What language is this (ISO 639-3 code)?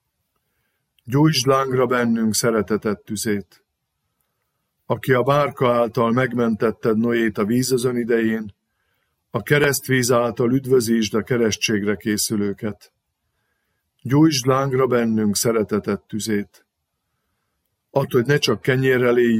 hun